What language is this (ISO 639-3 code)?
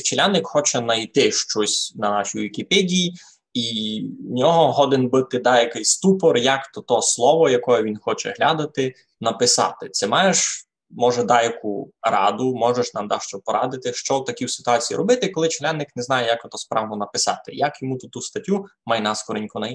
rue